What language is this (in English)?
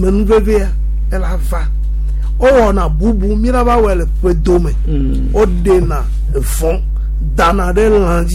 Gen